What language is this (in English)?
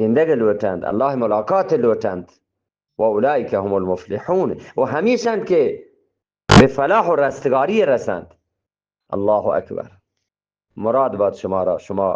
Eastern Balochi